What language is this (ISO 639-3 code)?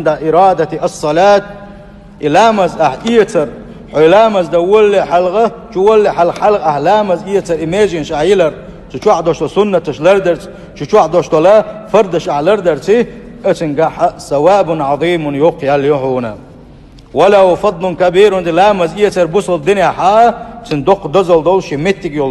che